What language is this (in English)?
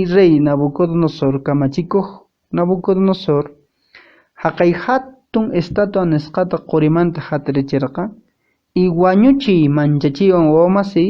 Quechua